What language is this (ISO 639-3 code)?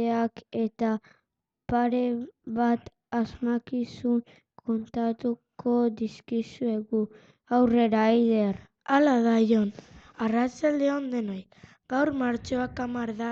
eus